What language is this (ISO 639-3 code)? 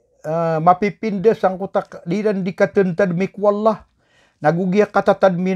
mrw